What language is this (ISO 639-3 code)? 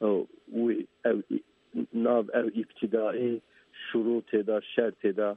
kur